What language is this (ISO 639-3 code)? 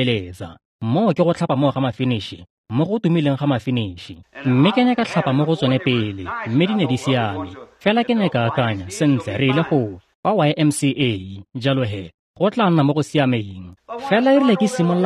tsn